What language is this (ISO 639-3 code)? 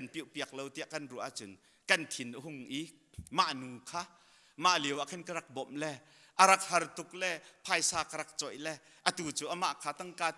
cnh